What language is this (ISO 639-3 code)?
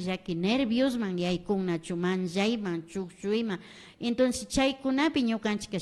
qvi